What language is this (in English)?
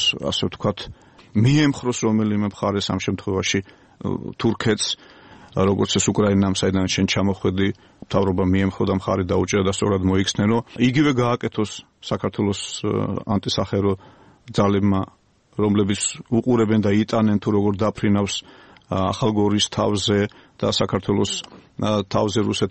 Georgian